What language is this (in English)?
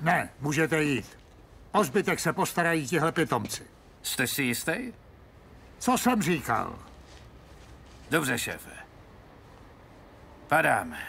Czech